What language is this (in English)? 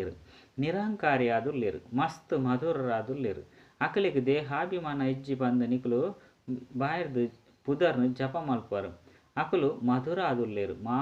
Tulu